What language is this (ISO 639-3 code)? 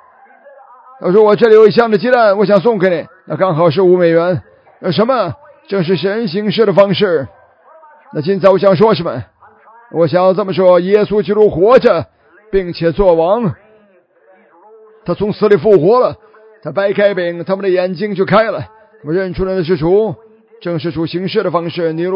zho